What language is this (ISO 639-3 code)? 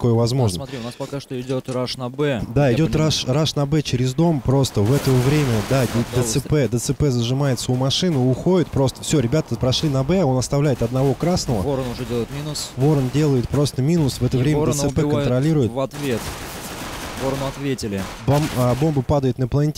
rus